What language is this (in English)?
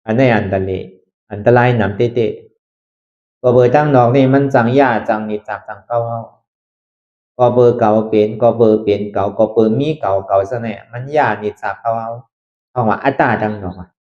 Shan